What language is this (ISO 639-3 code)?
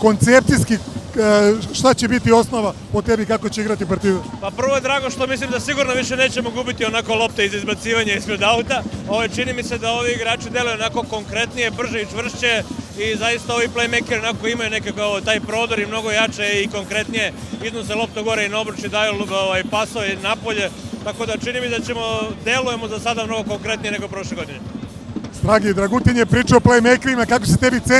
srp